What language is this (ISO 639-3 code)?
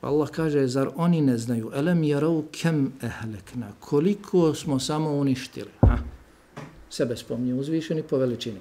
bos